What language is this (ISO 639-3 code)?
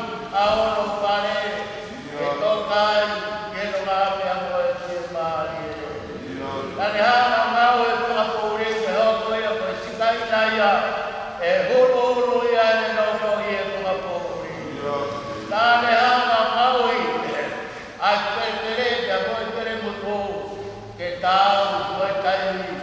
ton